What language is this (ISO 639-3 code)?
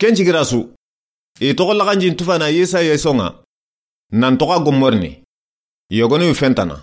snk